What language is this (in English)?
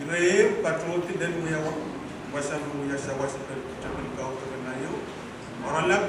Pohnpeian